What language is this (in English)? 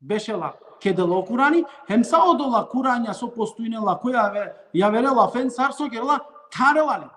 Balkan Romani